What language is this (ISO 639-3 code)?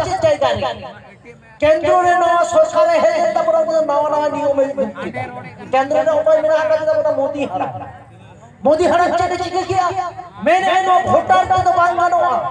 sat